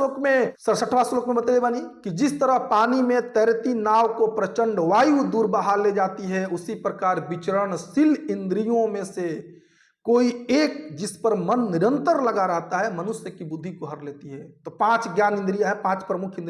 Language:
Bhojpuri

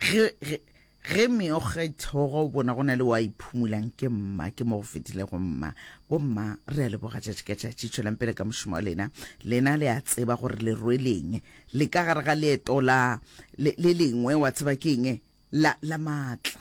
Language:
Northern Sotho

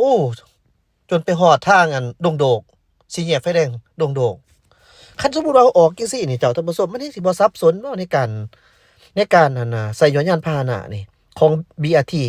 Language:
Lao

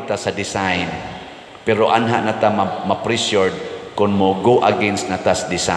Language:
Cebuano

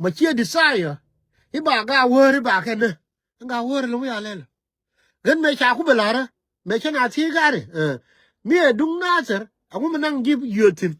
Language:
Nuer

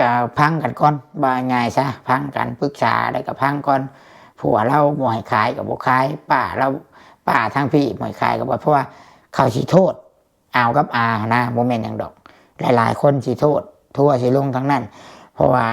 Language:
Lao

